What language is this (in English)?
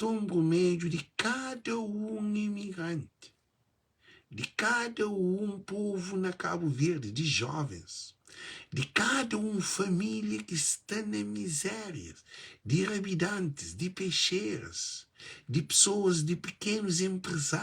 Kabuverdianu